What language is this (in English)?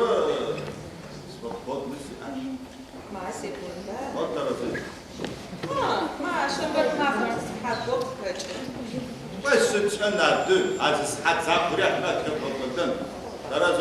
Adyghe